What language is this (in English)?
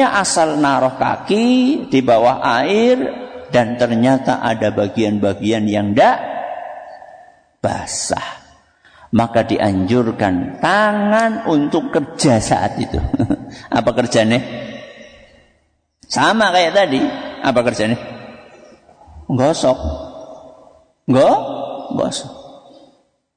Indonesian